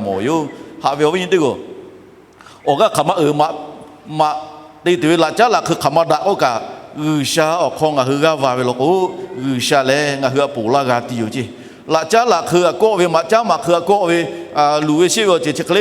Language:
Lahu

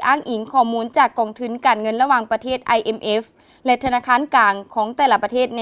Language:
Lao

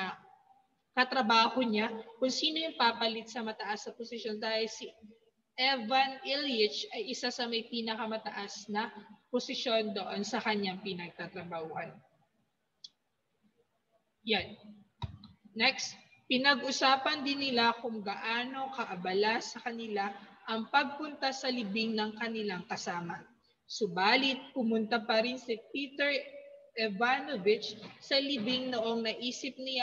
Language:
Filipino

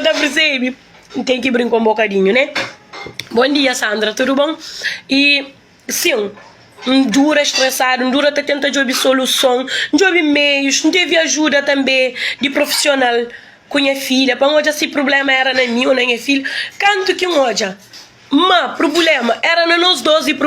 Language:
Kabuverdianu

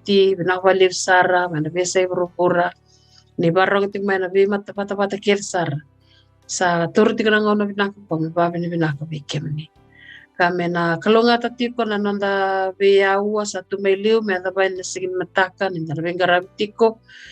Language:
Fijian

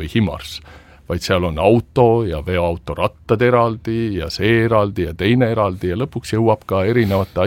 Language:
Estonian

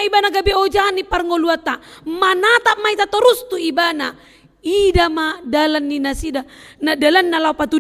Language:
Batak Toba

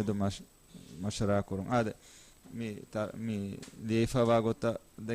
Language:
Divehi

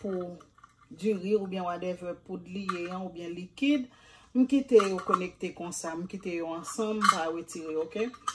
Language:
Haitian Creole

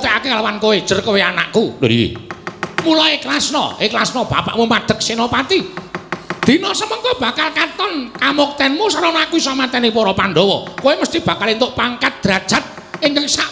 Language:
Javanese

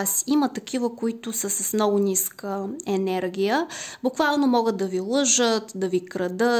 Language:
Bulgarian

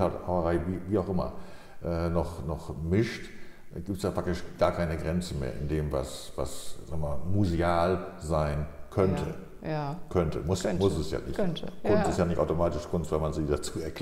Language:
German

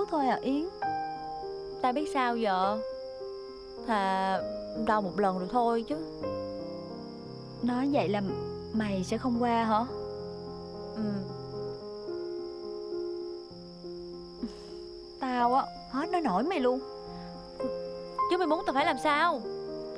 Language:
Vietnamese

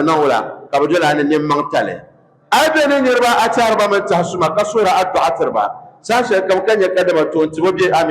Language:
Dagbani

